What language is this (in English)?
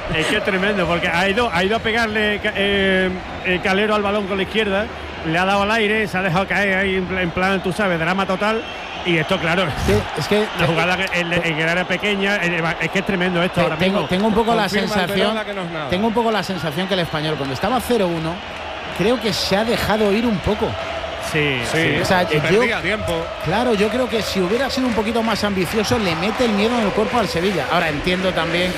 Spanish